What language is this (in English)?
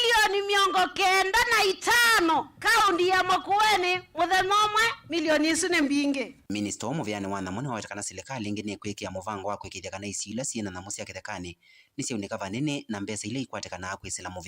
Kamba